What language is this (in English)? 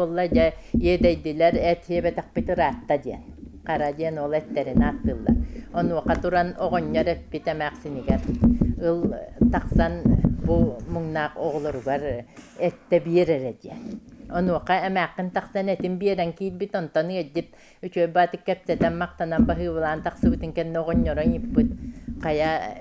Yakut